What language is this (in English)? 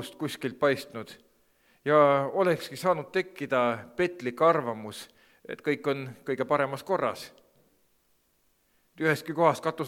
Estonian